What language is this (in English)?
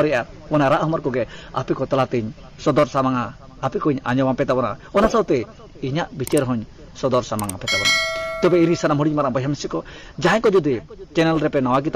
Santali